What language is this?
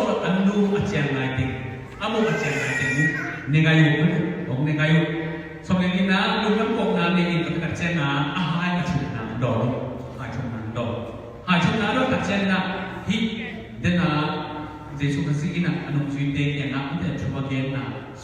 Tedim Chin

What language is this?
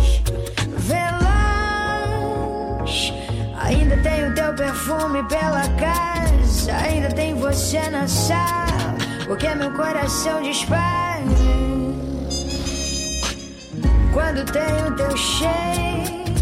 Portuguese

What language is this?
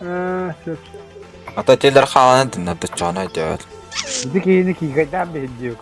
Yakut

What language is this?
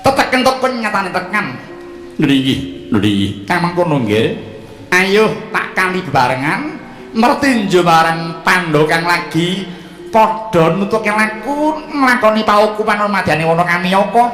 Javanese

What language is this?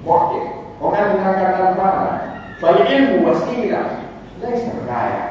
Pular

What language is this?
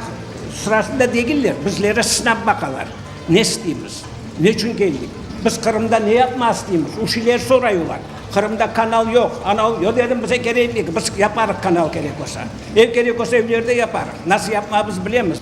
Crimean Tatar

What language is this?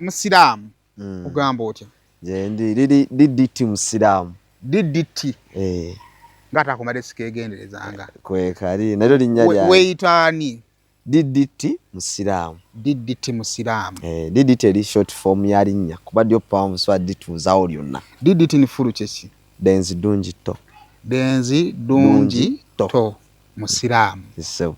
Ganda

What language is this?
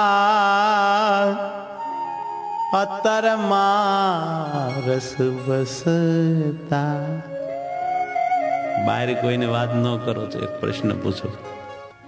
Gujarati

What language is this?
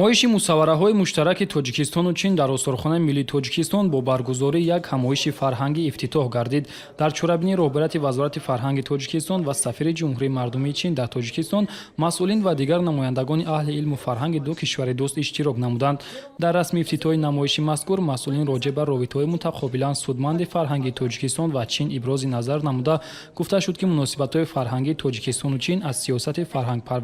Tajik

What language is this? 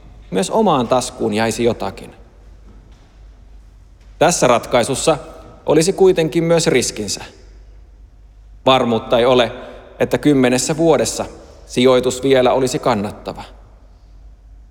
Finnish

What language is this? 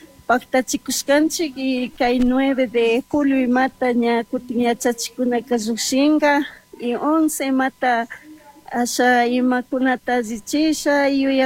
Chimborazo Highland Quichua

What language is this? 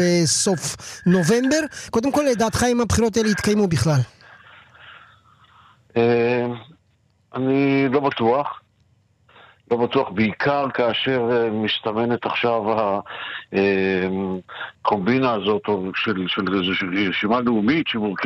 Hebrew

